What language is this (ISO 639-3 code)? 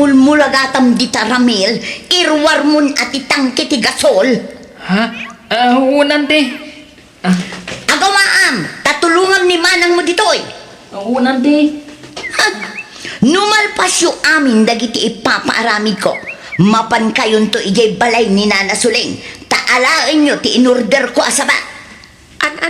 ilo